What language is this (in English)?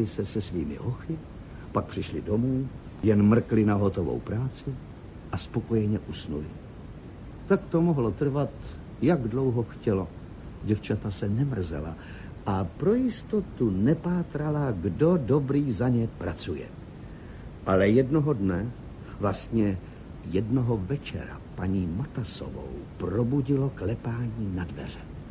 Czech